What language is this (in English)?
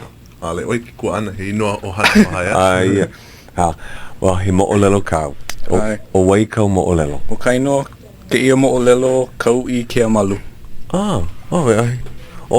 Hawaiian